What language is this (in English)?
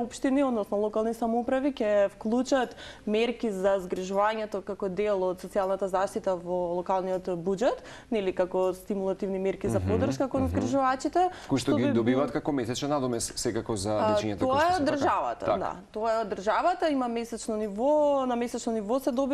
Macedonian